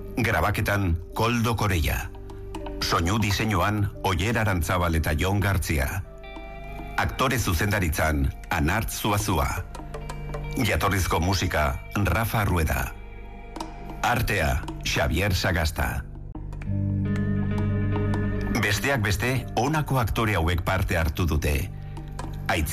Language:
Basque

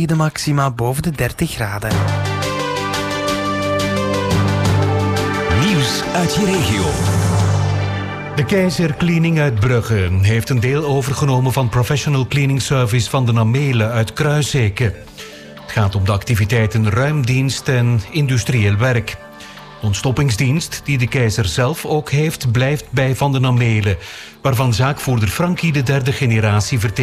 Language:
Dutch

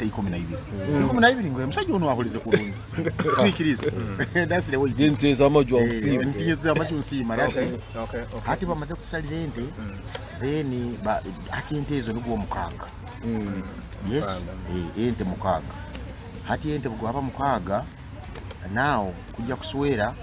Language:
Nyoro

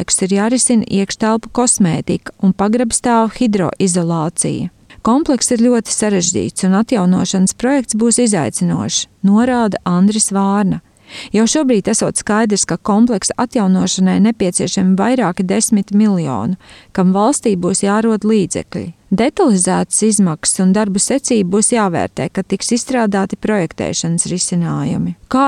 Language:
Latvian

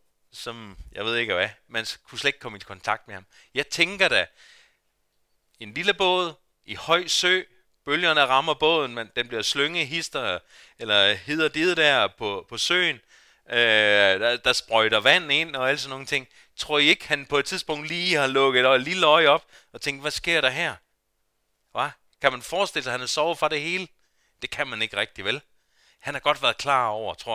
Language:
Danish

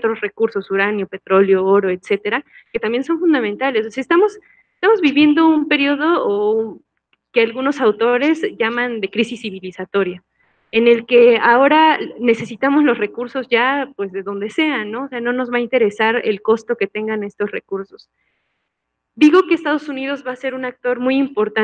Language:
Spanish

